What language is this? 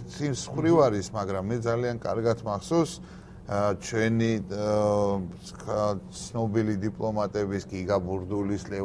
Georgian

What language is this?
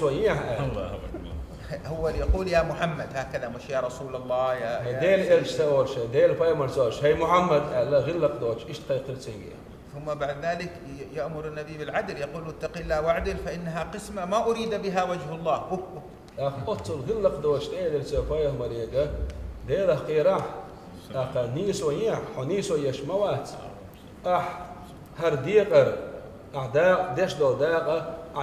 Chechen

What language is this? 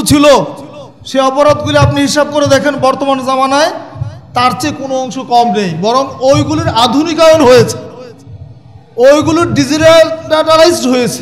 Bangla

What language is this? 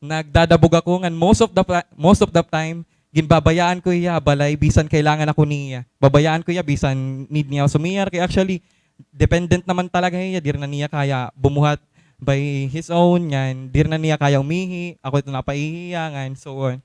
Waray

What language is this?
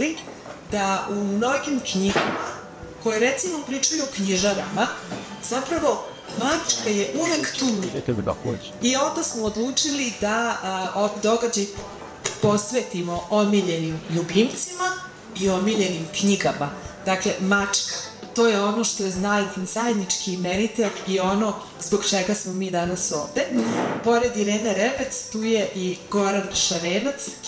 Serbian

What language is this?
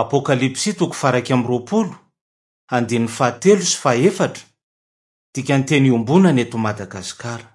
Malagasy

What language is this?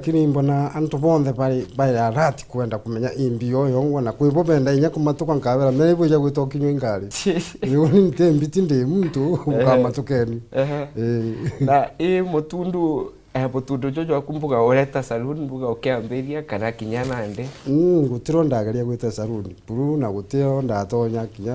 Meru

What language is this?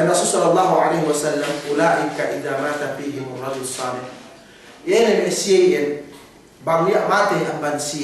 Yakan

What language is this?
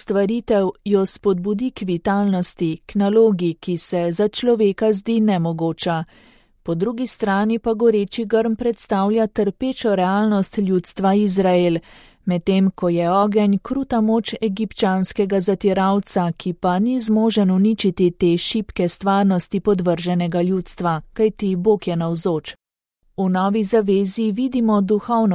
Slovenian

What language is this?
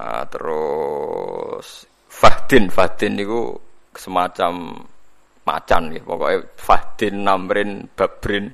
Javanese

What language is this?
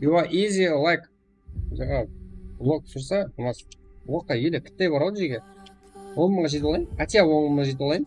Kara-Kalpak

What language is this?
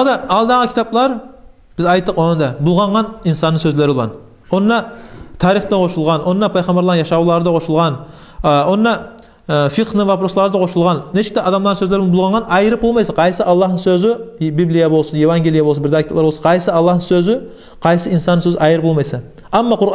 Kumyk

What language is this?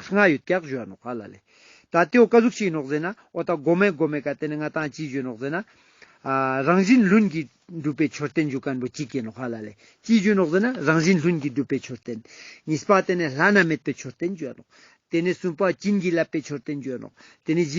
Ladakhi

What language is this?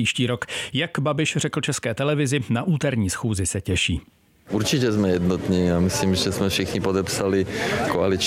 Czech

